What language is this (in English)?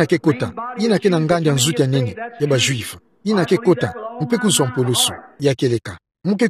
Kituba (Democratic Republic of Congo)